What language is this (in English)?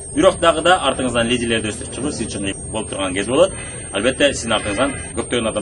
Kyrgyz